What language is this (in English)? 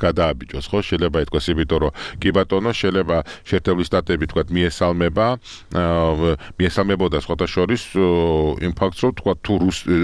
Georgian